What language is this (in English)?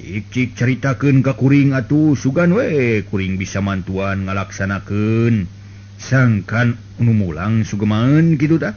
Sundanese